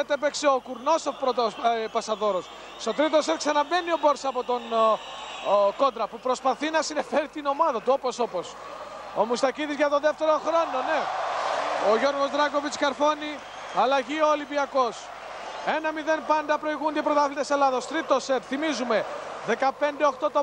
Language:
Greek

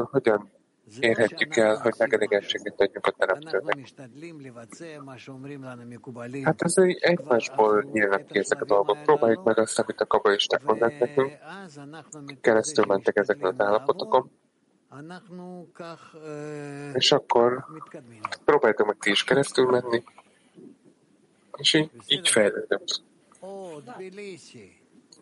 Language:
Hungarian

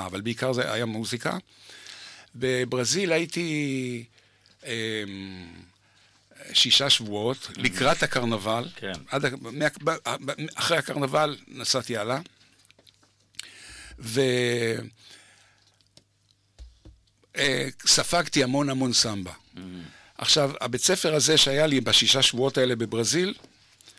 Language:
Hebrew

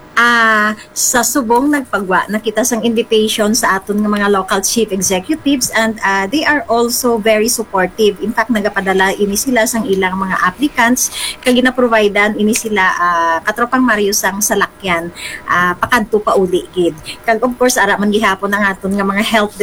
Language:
Hiligaynon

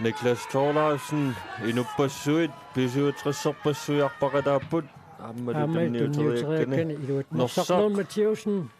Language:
Kalaallisut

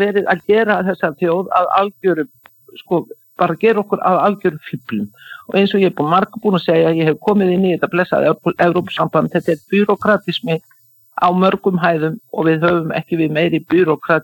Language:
Icelandic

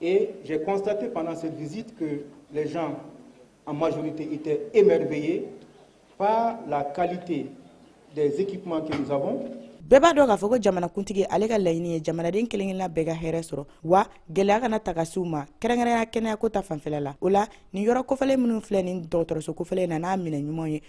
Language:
Bambara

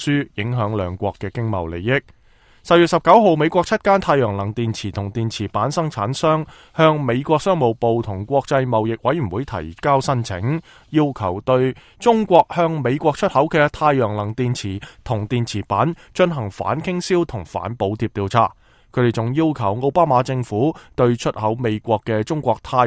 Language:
Cantonese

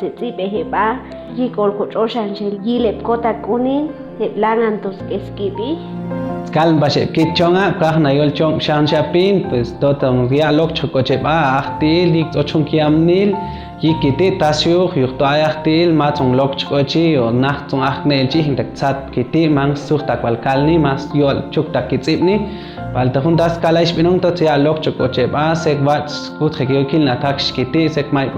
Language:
Chuj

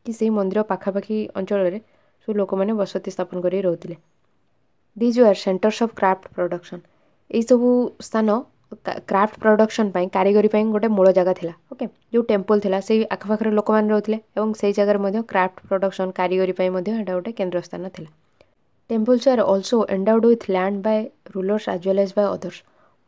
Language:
Odia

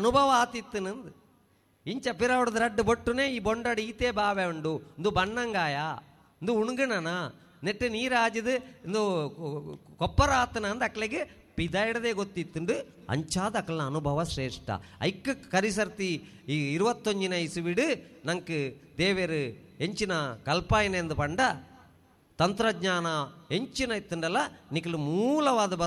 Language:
Tulu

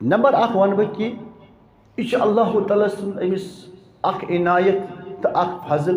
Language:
Kashmiri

